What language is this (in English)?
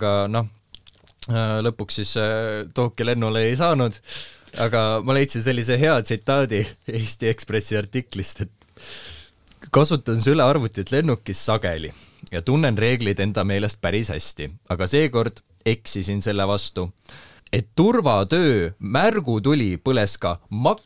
Estonian